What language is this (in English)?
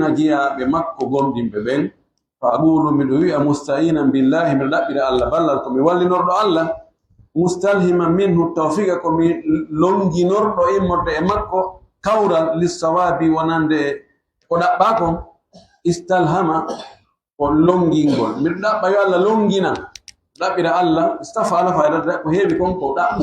Fula